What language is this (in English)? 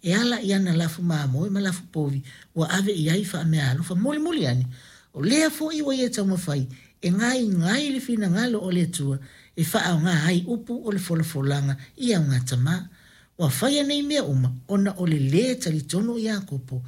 Samoan